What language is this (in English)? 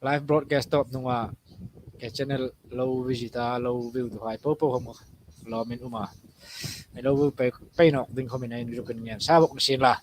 Hmar